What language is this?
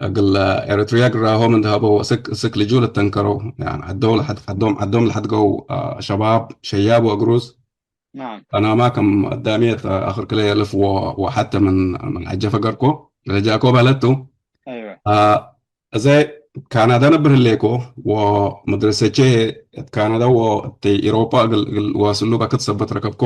Tigre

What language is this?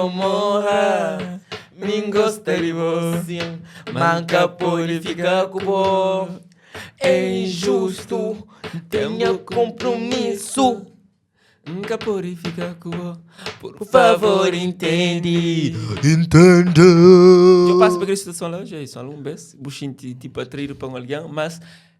Kabuverdianu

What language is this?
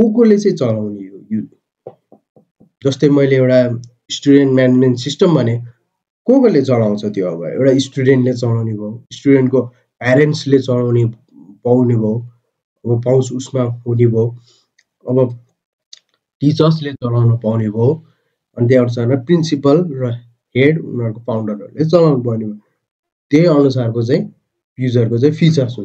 Nepali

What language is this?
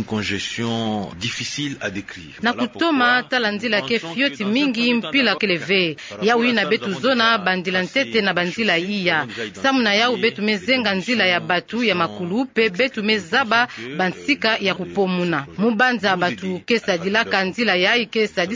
Kituba (Democratic Republic of Congo)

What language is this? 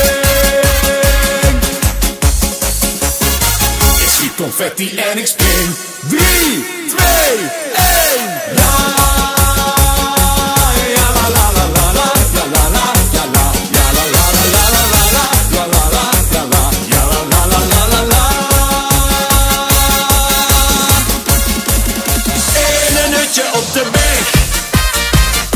Dutch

